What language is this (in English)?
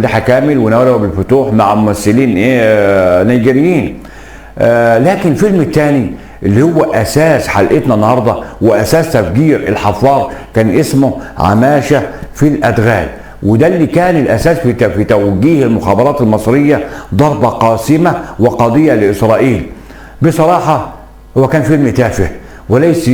Egyptian Arabic